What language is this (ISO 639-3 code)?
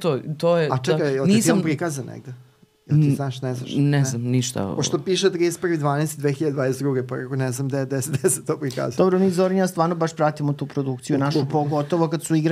srp